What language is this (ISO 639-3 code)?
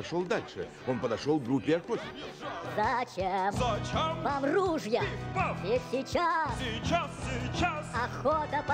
rus